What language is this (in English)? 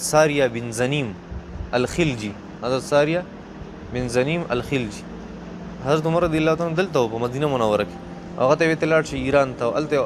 Pashto